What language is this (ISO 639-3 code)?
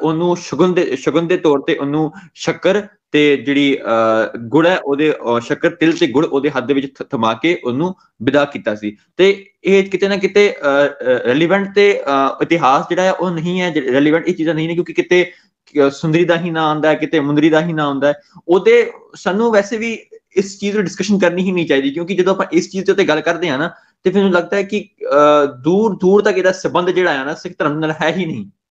pan